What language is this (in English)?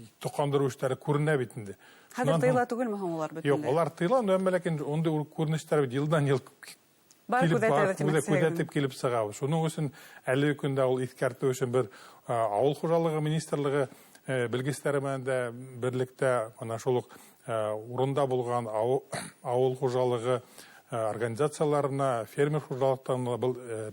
Bashkir